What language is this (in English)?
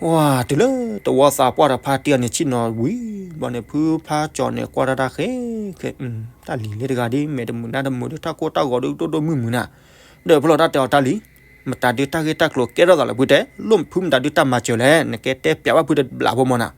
S'gaw Karen